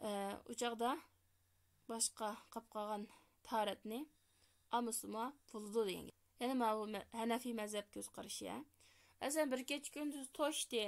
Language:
Uyghur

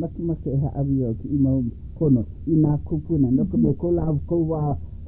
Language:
Hawaiian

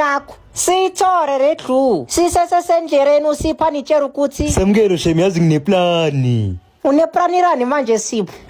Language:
Zulu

